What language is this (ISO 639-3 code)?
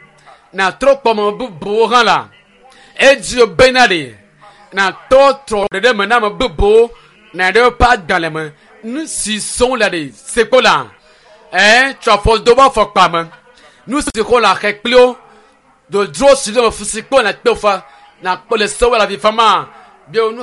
ewe